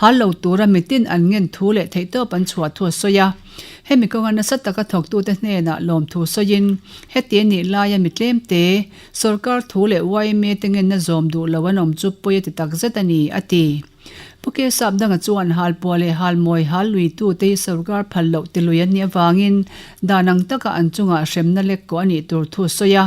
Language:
Mizo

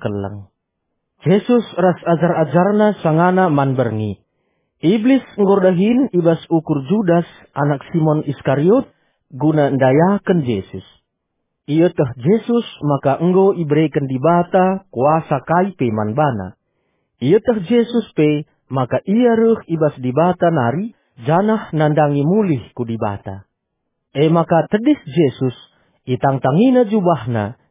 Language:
Batak Karo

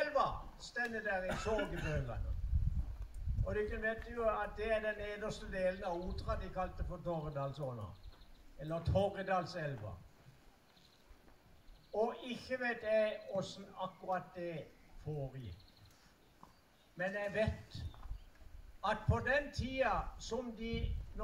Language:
Norwegian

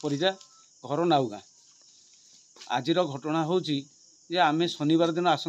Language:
Odia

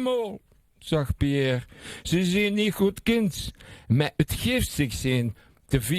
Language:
Limburgish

